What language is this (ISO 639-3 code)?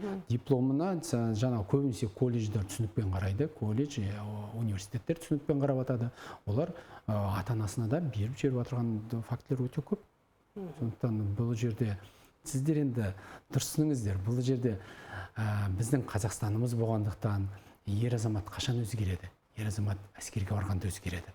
kaz